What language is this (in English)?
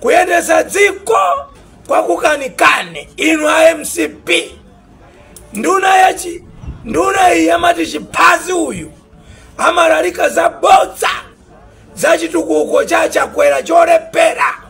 Nyanja